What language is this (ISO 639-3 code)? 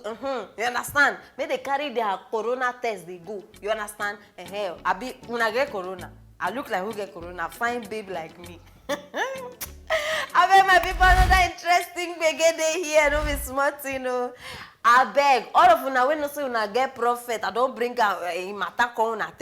pcm